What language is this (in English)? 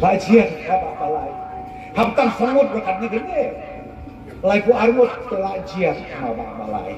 Khasi